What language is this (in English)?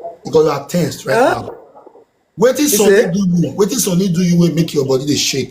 Nigerian Pidgin